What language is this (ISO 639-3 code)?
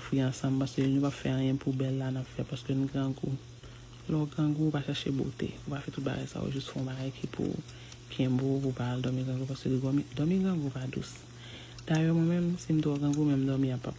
hat